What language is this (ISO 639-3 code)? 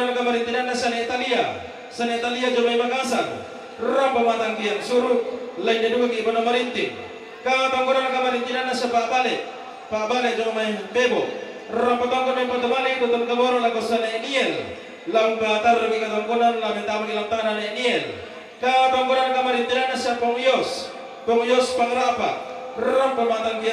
sda